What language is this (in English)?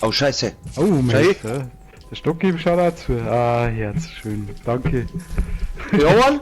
Bavarian